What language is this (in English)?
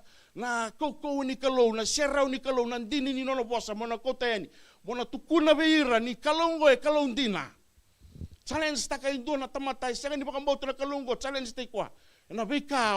Fijian